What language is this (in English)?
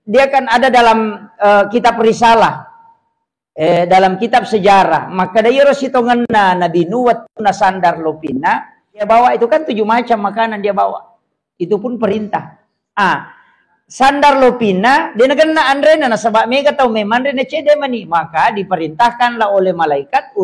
Buginese